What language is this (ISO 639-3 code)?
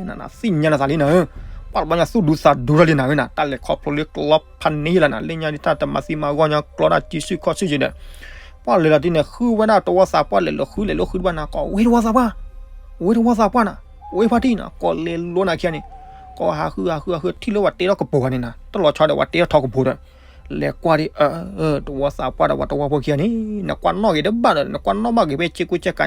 ksw